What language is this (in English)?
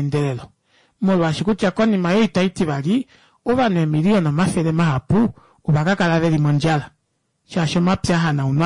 Kuanyama